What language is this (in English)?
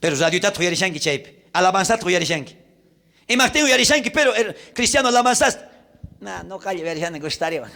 South Bolivian Quechua